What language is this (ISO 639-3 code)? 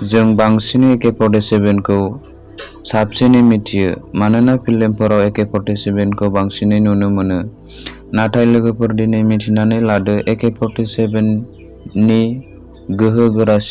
brx